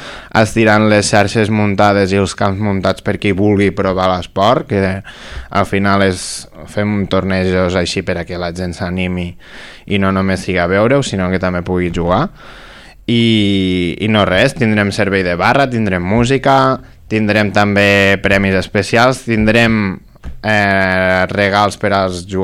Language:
Catalan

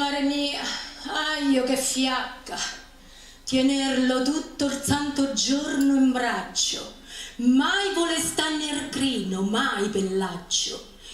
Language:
Neapolitan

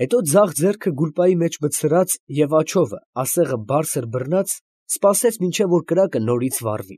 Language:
Armenian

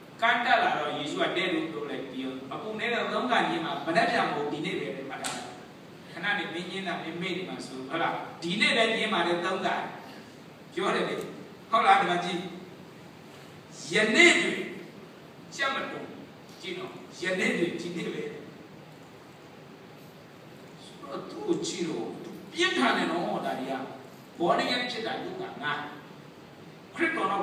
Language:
Burmese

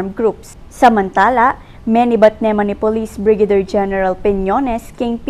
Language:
Pampanga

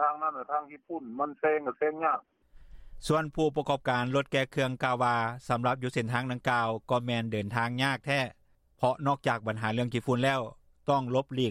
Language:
Lao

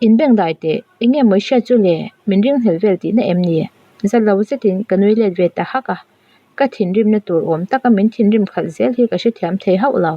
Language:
Mizo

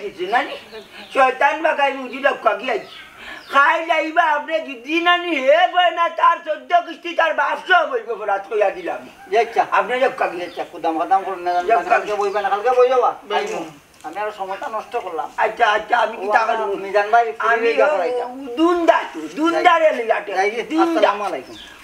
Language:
Sylheti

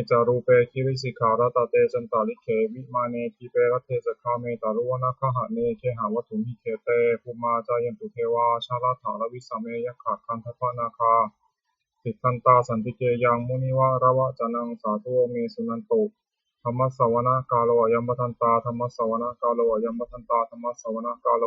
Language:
Pali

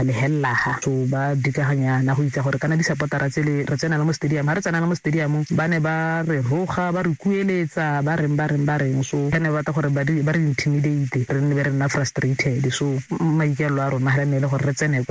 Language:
Tswana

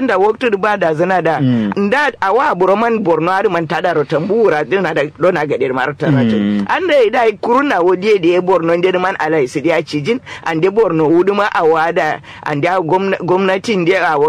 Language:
Kanuri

